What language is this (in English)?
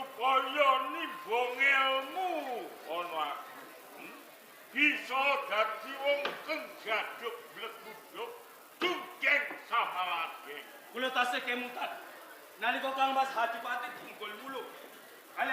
Javanese